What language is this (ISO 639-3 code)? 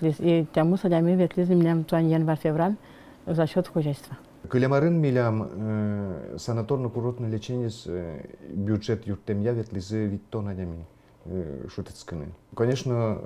udm